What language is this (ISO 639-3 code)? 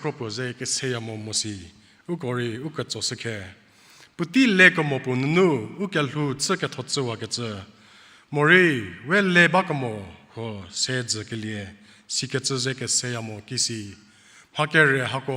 njm